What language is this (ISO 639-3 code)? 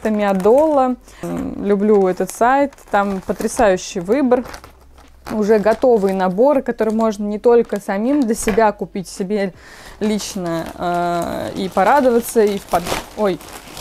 rus